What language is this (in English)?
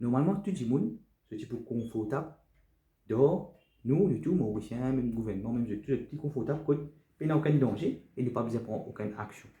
Morisyen